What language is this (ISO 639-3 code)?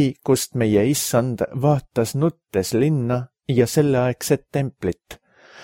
est